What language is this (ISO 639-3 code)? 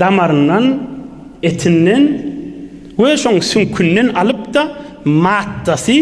tuk